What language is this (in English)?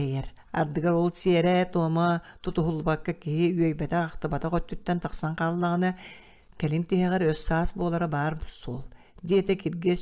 Yakut